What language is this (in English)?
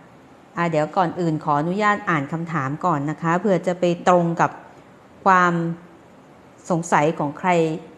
Thai